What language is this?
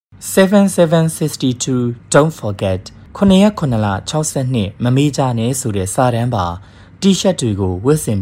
Burmese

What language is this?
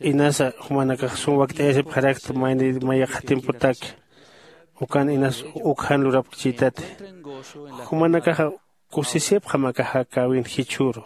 Aymara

